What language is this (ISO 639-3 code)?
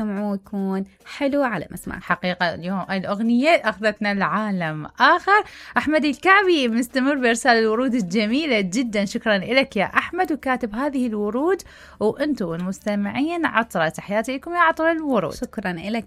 acm